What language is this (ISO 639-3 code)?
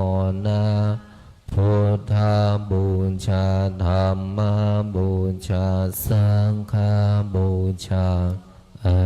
pli